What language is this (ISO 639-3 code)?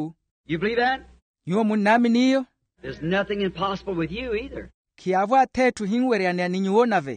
vmw